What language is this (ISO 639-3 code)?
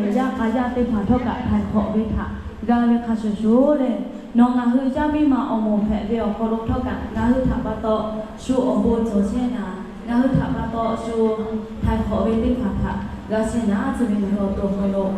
lhu